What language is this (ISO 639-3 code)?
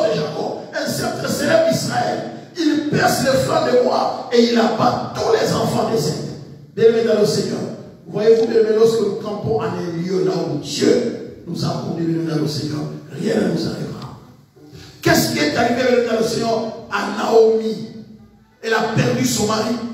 fra